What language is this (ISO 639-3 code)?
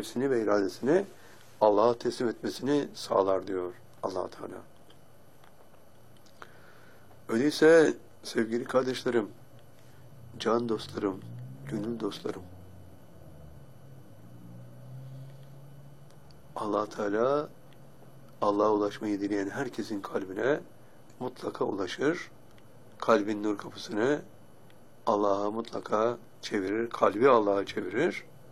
tur